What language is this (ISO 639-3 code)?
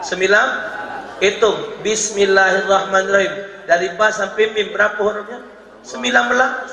mui